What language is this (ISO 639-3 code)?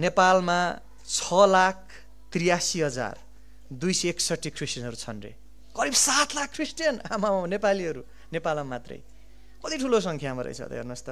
nep